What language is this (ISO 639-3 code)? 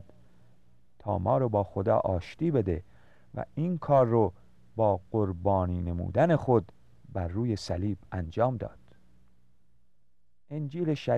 fas